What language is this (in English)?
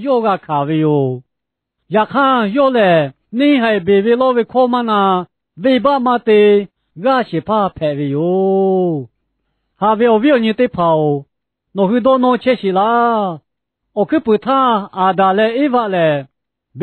Lahu